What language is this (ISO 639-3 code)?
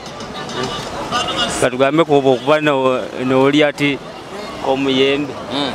nyo